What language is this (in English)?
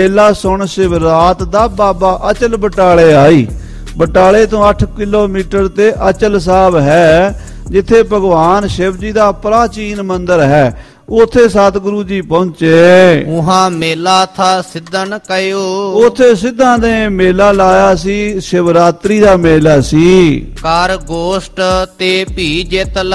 Punjabi